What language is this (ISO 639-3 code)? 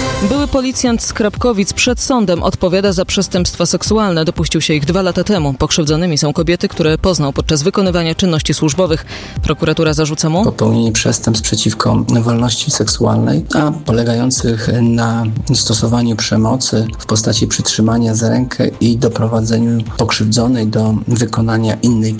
pol